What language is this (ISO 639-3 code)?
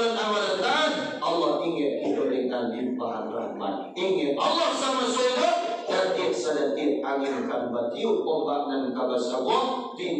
min